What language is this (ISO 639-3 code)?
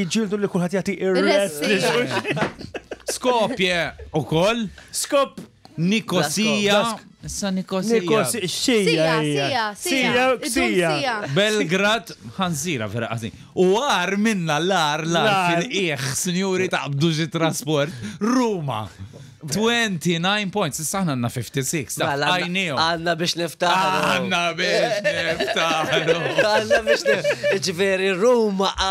mlt